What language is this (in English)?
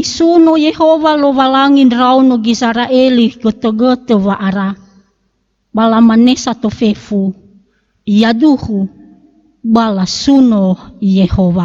Nias